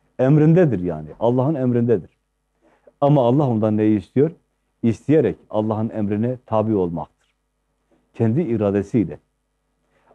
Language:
Turkish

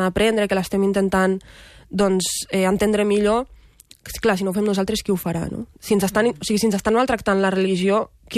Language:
Catalan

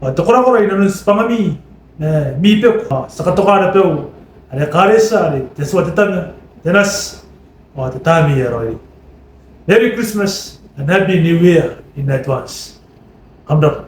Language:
Gilbertese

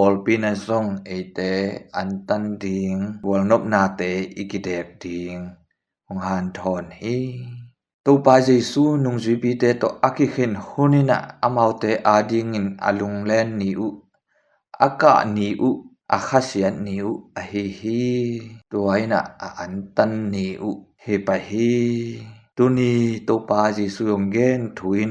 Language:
Tedim Chin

